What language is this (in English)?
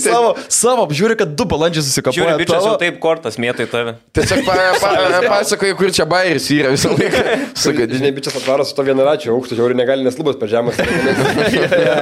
Lithuanian